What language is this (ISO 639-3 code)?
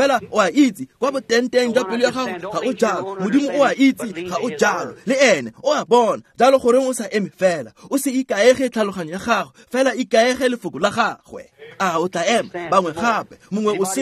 tsn